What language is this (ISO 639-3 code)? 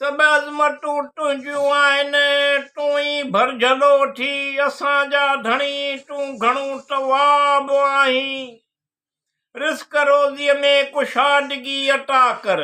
snd